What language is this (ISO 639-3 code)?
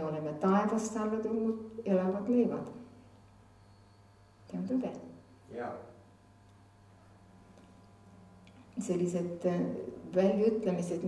est